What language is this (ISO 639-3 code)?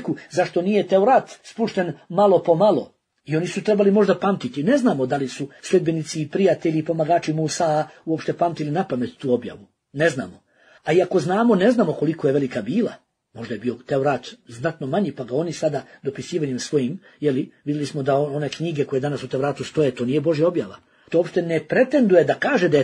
bos